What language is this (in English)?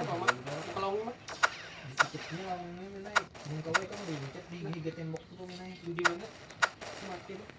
Banjar